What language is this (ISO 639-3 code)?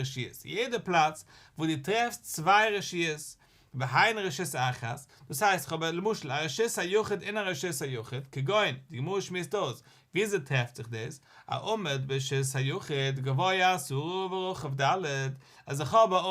yid